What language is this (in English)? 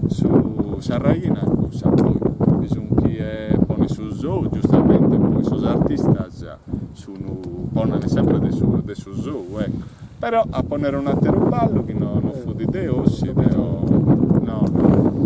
Sardinian